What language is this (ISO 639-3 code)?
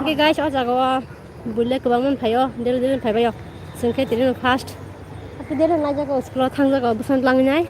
trp